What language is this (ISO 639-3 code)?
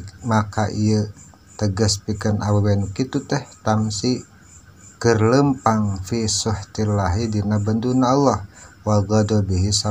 sun